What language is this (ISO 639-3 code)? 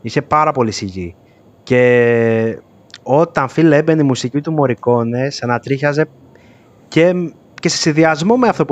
ell